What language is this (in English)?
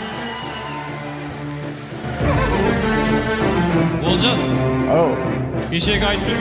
Kazakh